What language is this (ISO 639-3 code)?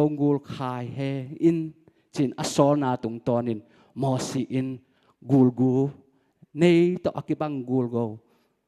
ctd